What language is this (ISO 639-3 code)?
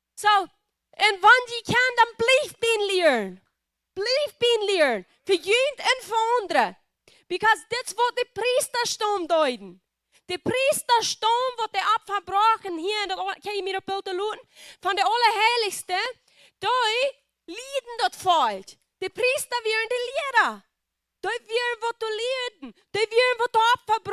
pdt